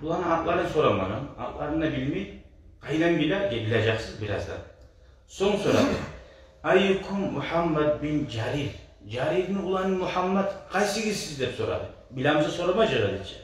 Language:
Kumyk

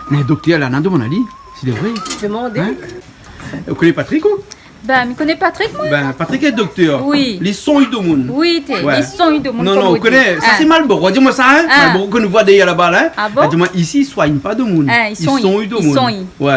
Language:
Réunion Creole French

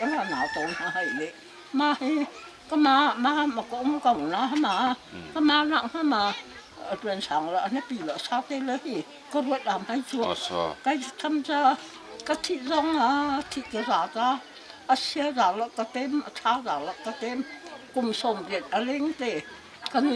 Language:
Hakha Chin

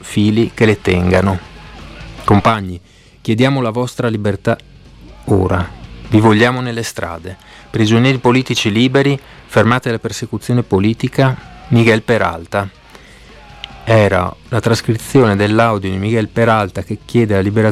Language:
Italian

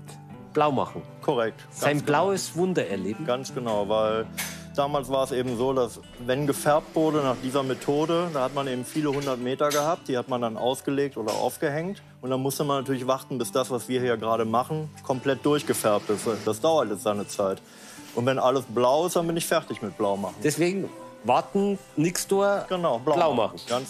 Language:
German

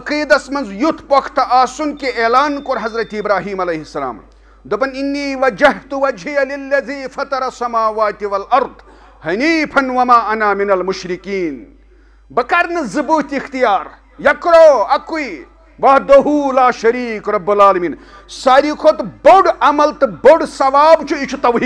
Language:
Kashmiri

